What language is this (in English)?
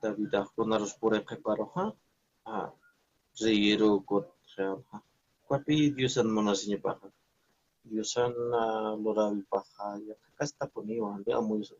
Aymara